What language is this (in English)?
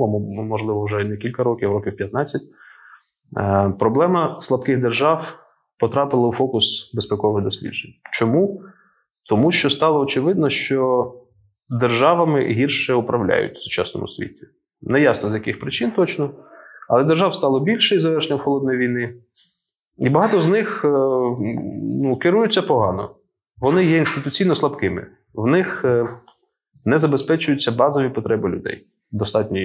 Ukrainian